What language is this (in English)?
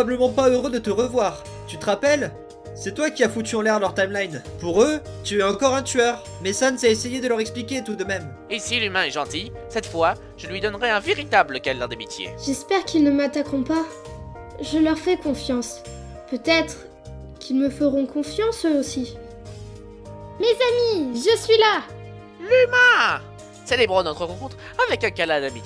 French